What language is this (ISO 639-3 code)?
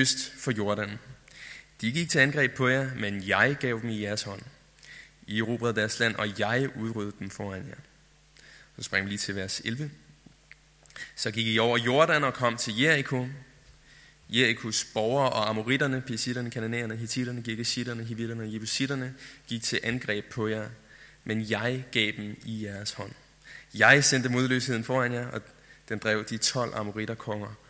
dan